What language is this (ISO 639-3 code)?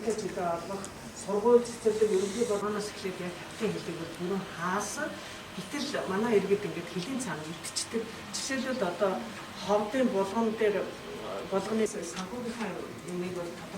mon